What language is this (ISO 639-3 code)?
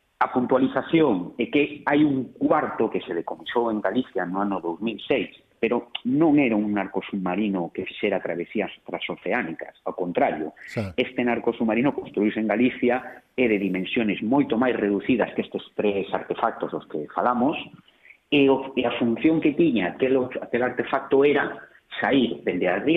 glg